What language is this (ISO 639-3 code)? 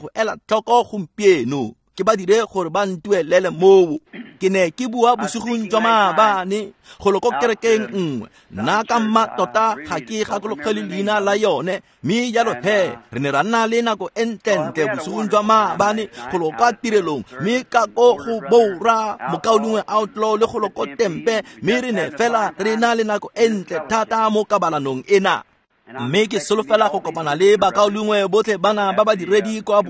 tsn